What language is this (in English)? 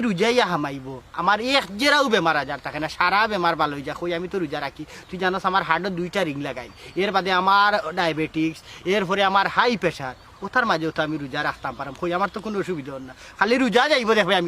Sylheti